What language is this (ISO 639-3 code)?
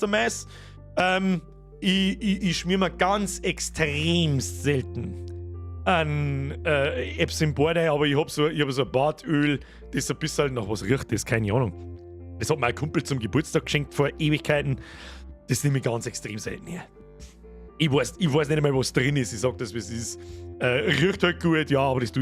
bar